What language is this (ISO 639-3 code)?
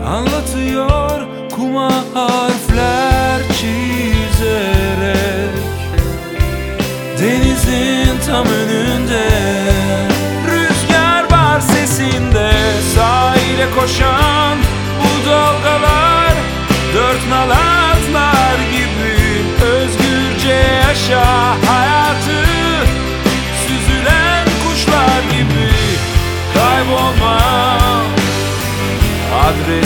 tur